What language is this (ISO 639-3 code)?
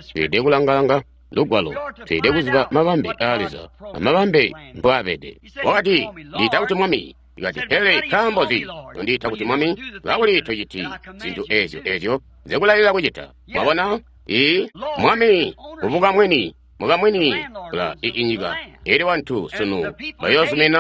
toi